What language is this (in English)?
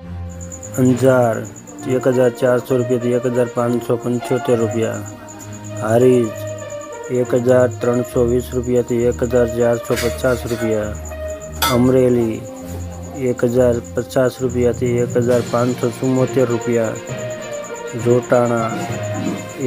Gujarati